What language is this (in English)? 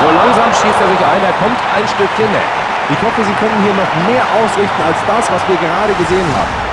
Bavarian